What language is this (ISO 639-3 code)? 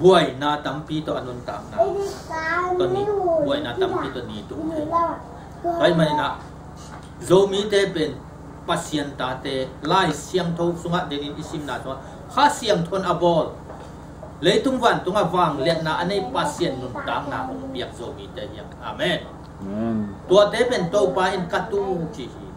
ctd